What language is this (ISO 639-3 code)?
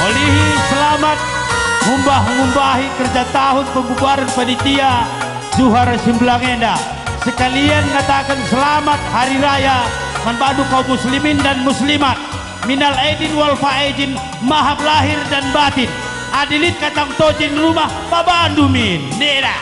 btx